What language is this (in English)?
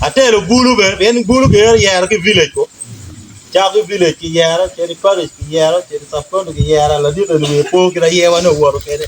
Acoli